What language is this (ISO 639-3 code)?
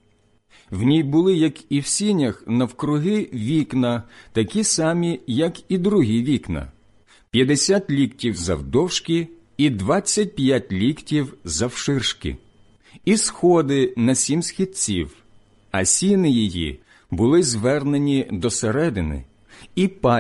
ukr